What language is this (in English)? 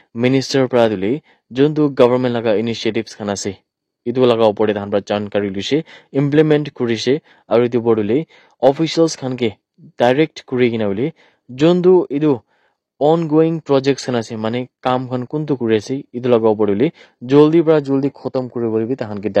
Naga Pidgin